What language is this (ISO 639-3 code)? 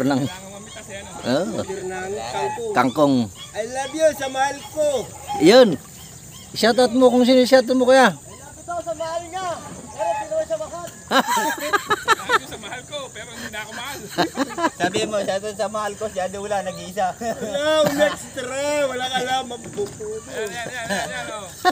fil